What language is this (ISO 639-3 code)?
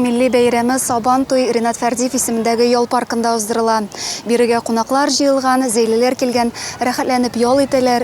tat